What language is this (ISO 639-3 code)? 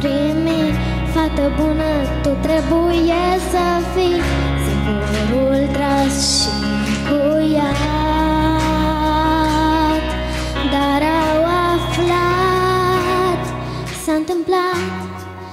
ron